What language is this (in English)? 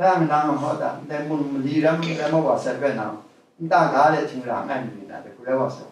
Kachin